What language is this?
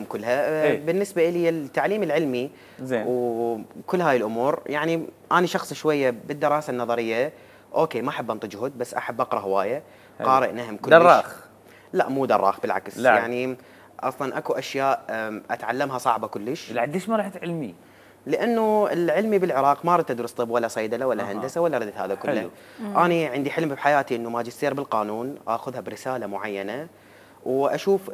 Mesopotamian Arabic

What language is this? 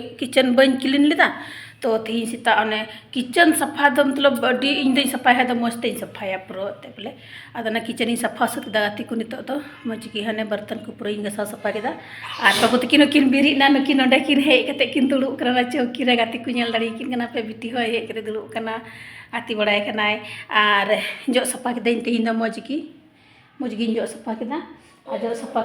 Santali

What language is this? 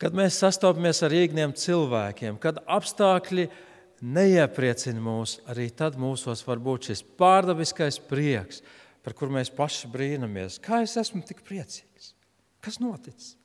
Latvian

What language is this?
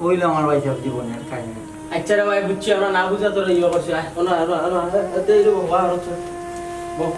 Sylheti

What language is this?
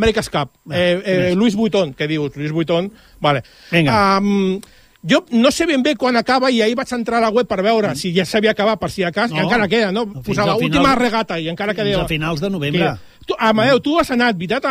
Catalan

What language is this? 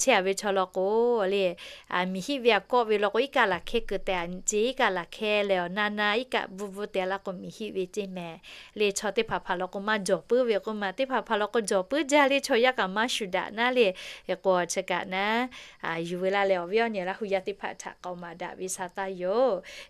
Lahu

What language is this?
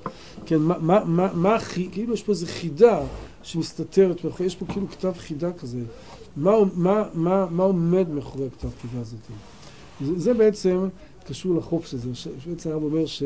Hebrew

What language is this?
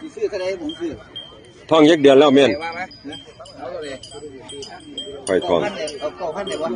Northeastern Thai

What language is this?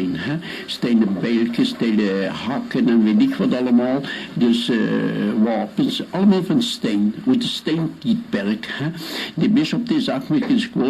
Limburgish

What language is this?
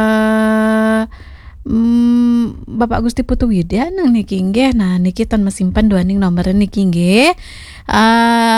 Balinese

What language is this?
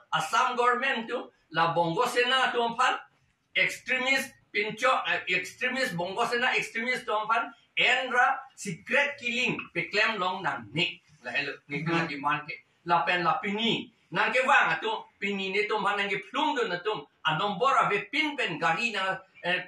Karbi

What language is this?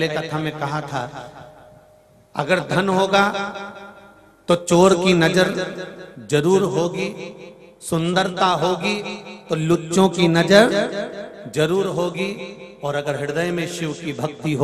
Hindi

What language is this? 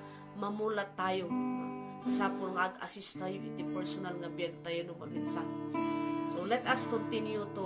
Iloko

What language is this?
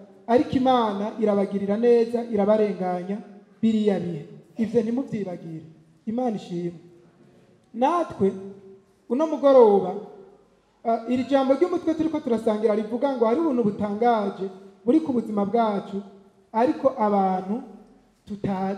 Rundi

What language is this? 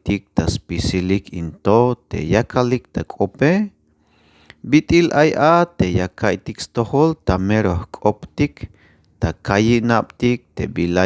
Tzeltal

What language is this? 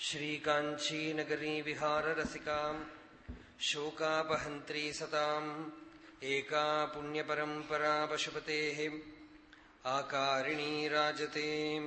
Sanskrit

